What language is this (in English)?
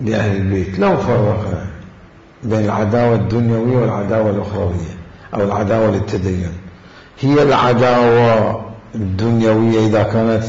Mesopotamian Arabic